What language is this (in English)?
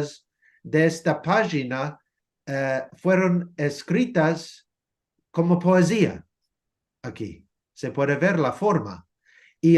Ladino